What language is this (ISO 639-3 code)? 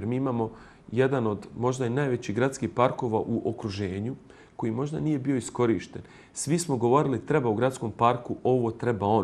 bos